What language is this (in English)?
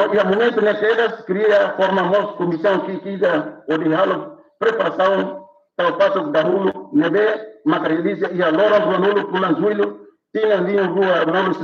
Tetum